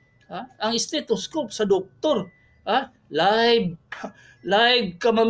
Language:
Cebuano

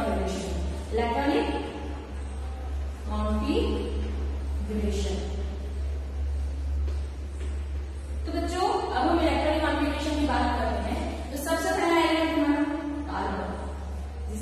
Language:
Hindi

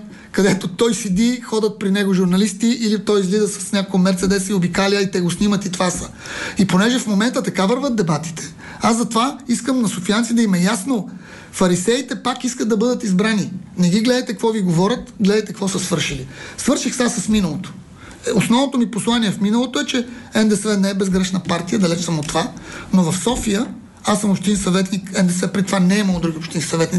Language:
Bulgarian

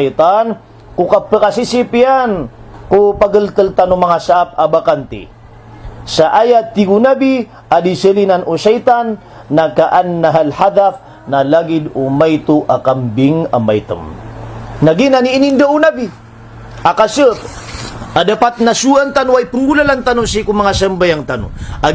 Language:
Maranao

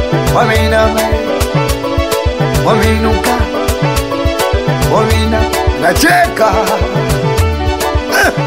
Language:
Swahili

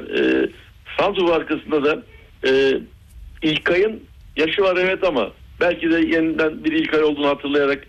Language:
Turkish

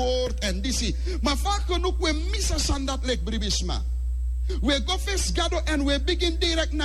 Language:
Sranan Tongo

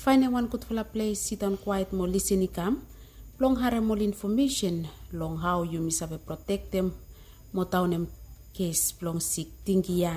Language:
Bislama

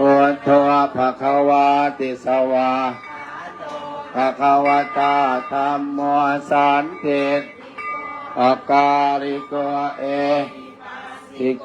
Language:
Pali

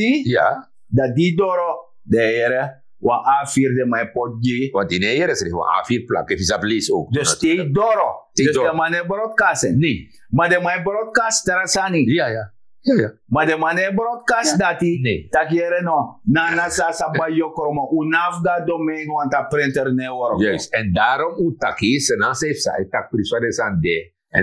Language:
Sranan Tongo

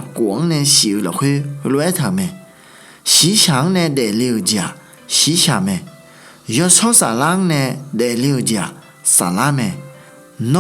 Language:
Akha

